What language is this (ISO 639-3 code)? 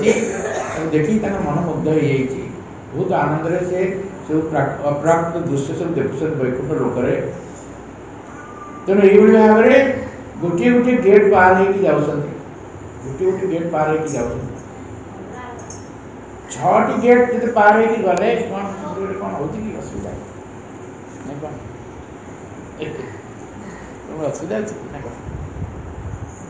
ori